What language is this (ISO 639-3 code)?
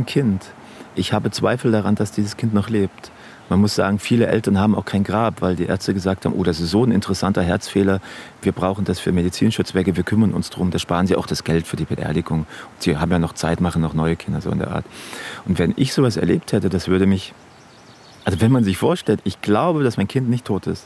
gsw